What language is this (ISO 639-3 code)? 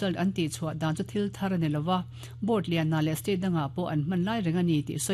lus